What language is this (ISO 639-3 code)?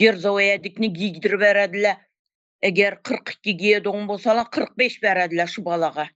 tuk